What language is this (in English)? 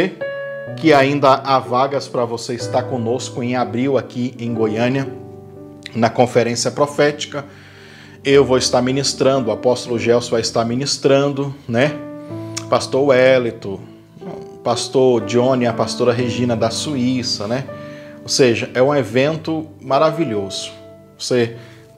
Portuguese